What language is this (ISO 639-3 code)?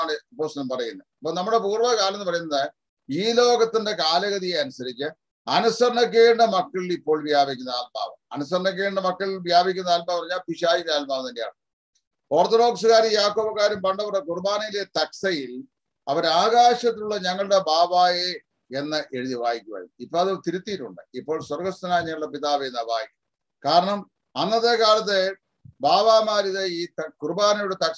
mal